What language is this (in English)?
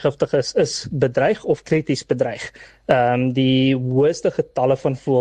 Afrikaans